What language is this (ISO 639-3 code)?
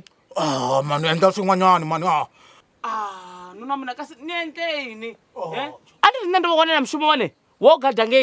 ven